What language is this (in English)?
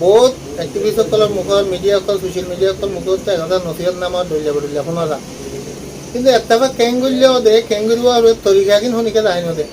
Rohingya